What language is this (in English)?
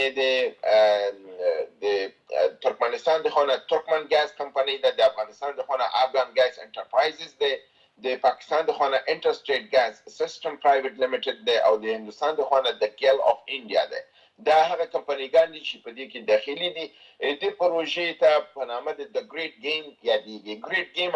Pashto